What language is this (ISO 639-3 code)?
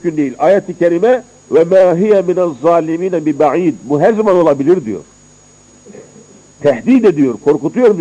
tur